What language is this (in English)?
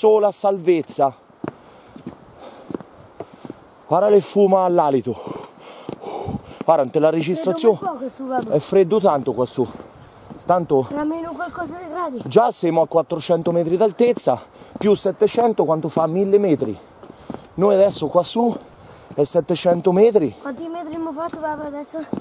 Italian